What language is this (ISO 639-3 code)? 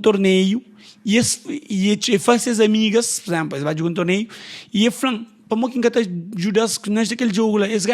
kea